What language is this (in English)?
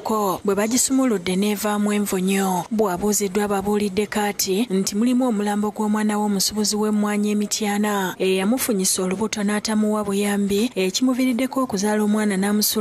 Ganda